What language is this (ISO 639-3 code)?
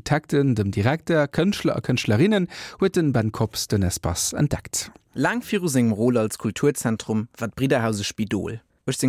ltz